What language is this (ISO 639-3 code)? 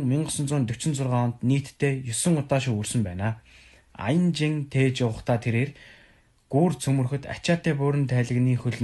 mon